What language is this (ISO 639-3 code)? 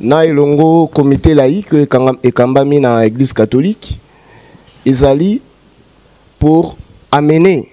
lin